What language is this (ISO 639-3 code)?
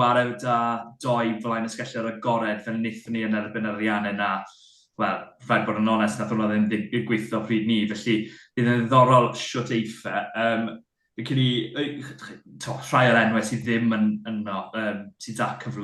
cym